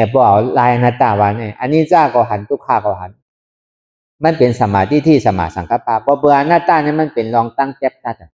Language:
Shan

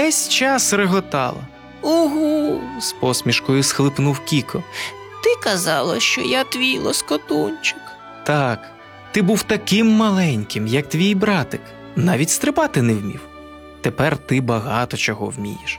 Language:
Ukrainian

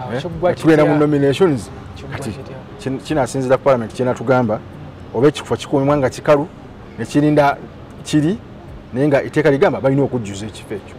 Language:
Ganda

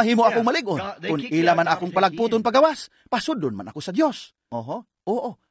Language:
Cebuano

